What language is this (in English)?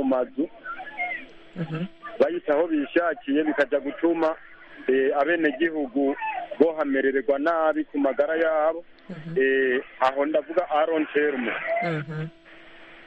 Kinyarwanda